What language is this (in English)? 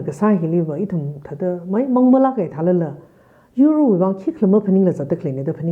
Tangkhul Naga (India)